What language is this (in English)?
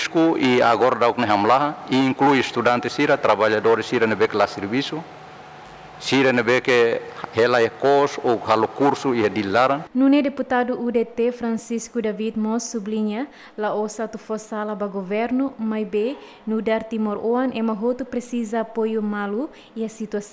Tetum